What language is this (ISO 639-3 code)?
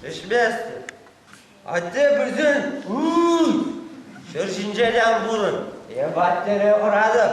chv